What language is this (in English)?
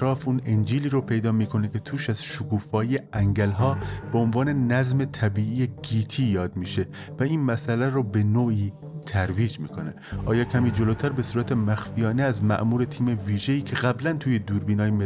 Persian